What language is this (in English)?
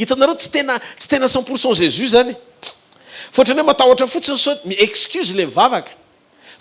Malagasy